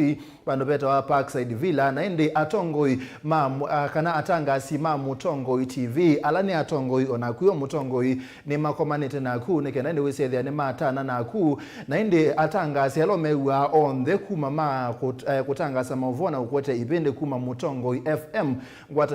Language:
Kamba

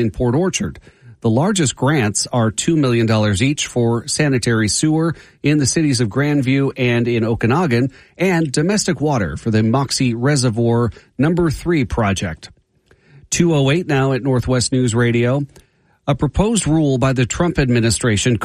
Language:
English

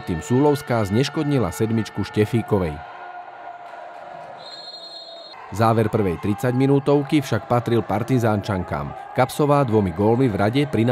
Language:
Slovak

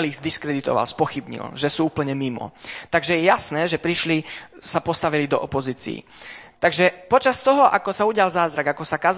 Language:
Slovak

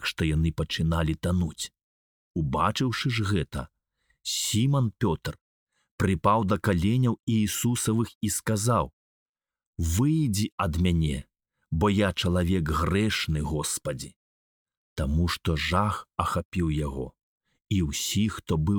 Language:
Belarusian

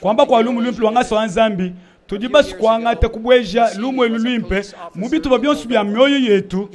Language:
Luba-Lulua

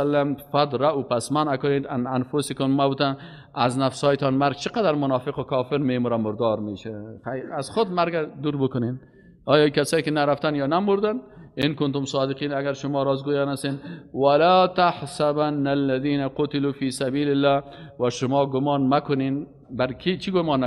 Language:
Persian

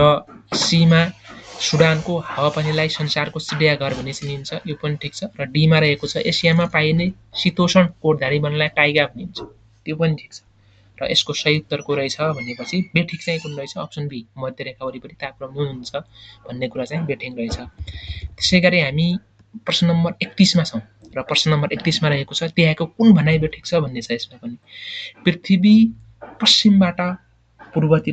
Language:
Nepali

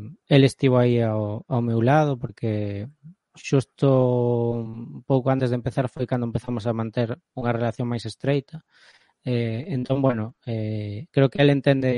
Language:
Galician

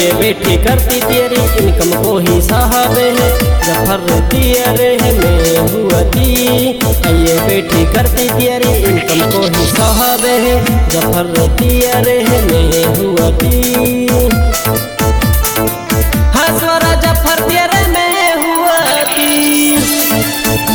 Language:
Haryanvi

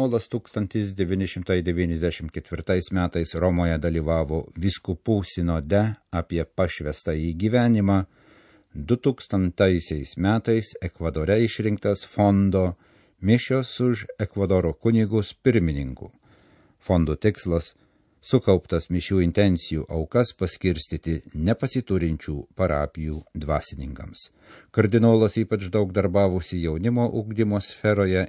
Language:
Lithuanian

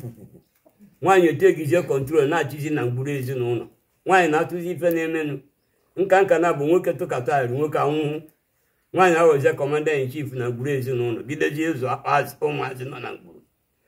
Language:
Igbo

